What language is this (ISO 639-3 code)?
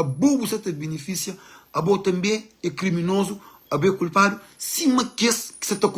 kea